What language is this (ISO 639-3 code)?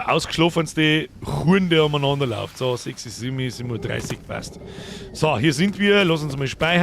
bar